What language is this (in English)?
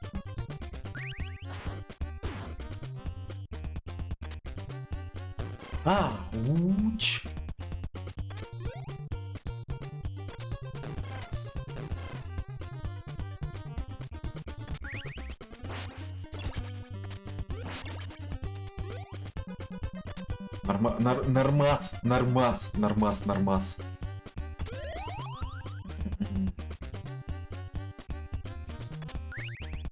Russian